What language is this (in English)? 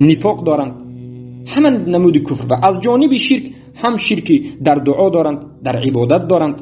Tajik